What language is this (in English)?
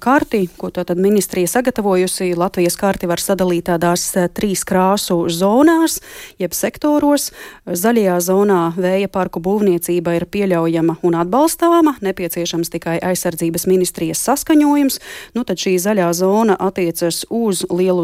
Latvian